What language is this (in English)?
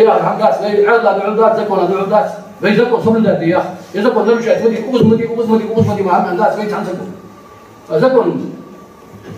Ingush